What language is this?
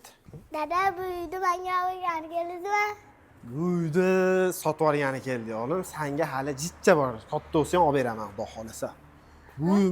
Uzbek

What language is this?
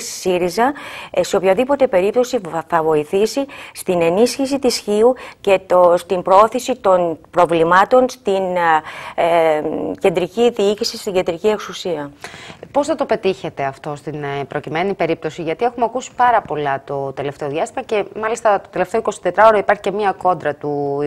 Greek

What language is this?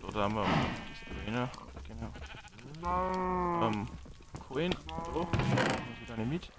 Bavarian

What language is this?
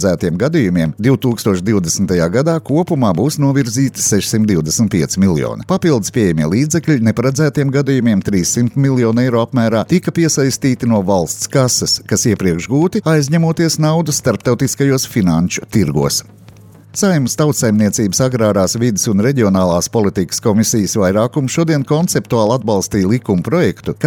Latvian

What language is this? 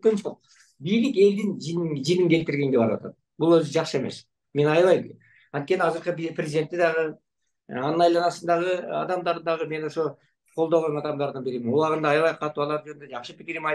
Kyrgyz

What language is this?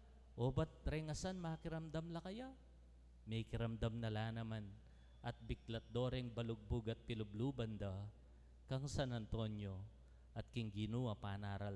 Pampanga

